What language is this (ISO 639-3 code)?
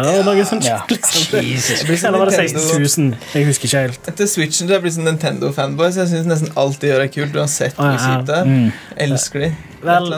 nor